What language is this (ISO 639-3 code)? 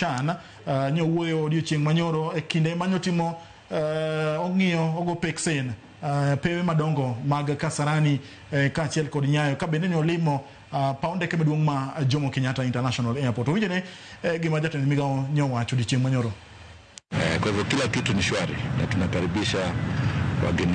luo